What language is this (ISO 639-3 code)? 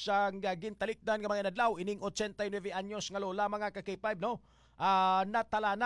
hil